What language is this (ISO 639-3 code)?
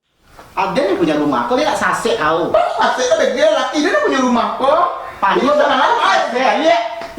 min